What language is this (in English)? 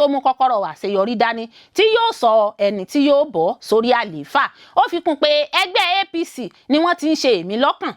Yoruba